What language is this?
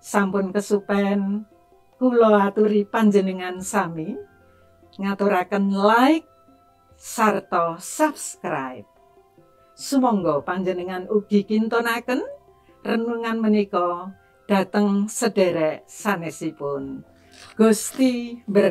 Javanese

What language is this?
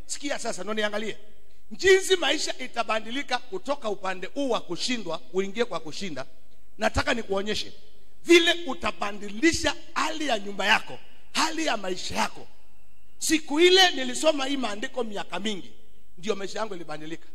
Swahili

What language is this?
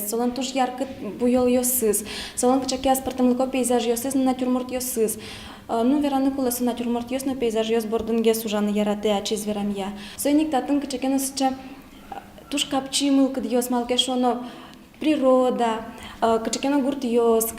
Udmurt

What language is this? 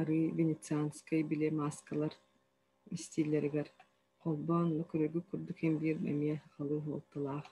Yakut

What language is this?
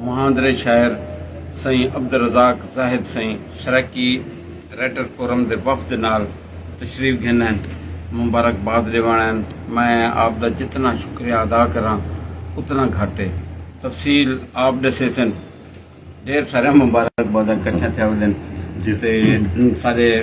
Saraiki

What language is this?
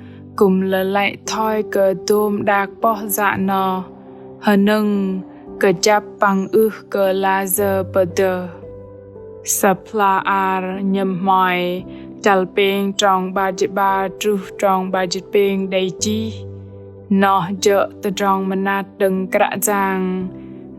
Bahnar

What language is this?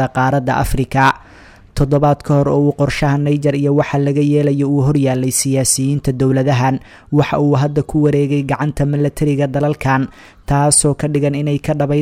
Somali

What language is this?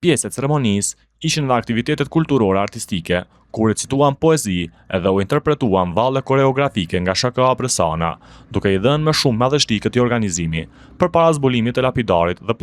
Albanian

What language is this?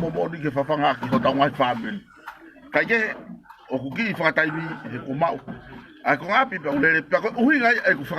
Tongan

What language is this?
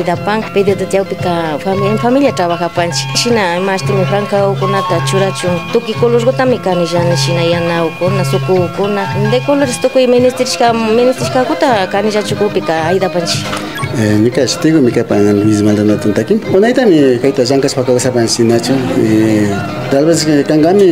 Imbabura Highland Quichua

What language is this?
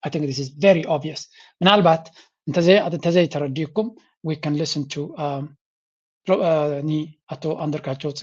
Tigrinya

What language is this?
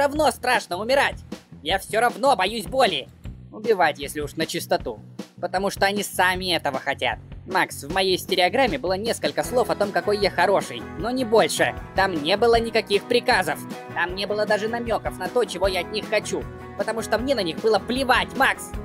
Russian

